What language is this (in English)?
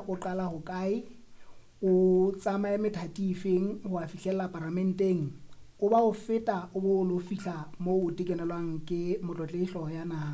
Southern Sotho